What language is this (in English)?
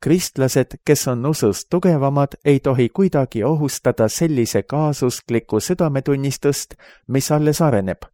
Estonian